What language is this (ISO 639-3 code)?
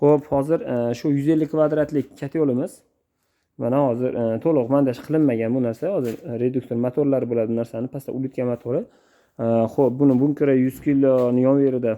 uzb